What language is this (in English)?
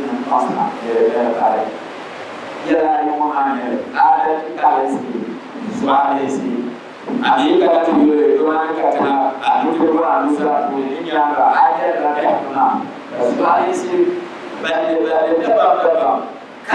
Dagbani